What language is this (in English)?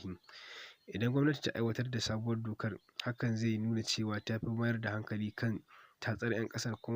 Hausa